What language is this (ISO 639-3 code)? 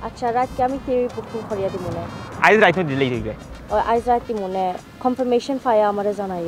syl